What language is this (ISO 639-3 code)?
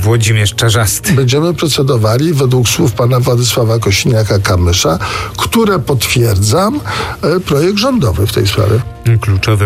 pol